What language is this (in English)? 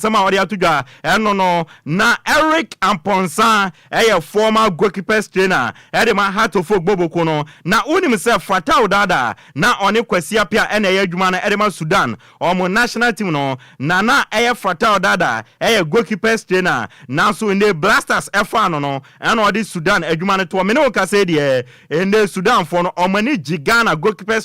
Akan